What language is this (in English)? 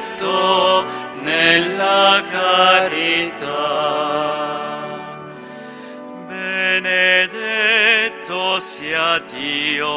Italian